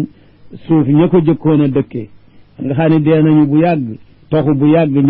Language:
Wolof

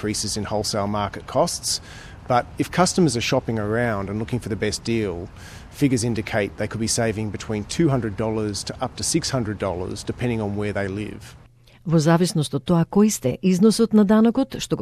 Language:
Macedonian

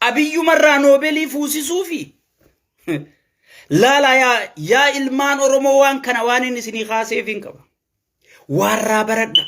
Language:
Oromo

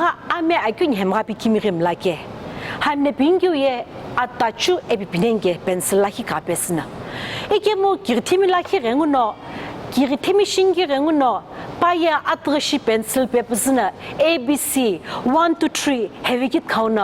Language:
Sumi Naga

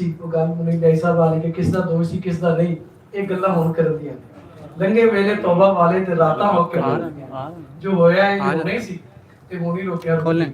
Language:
Western Panjabi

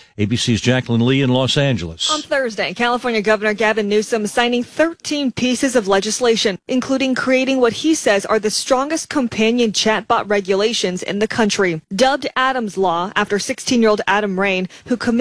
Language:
English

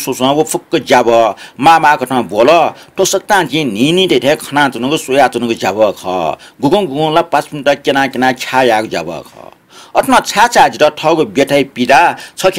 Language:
Newari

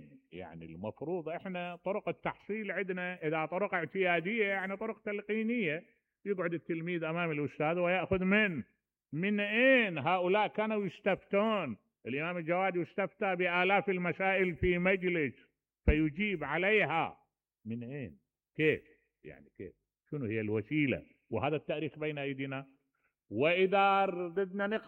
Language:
Mesopotamian Arabic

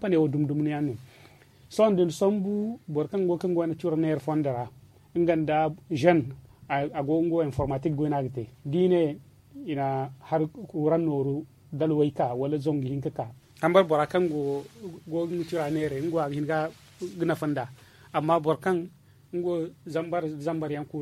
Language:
Zarma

